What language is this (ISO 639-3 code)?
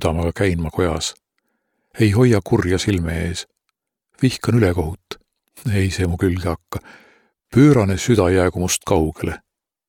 est